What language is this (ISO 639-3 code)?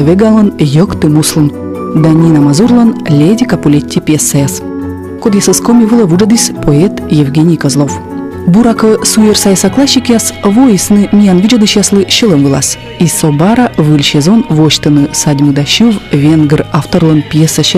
kom